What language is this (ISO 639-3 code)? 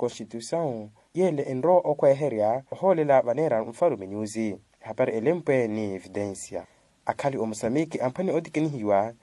vmw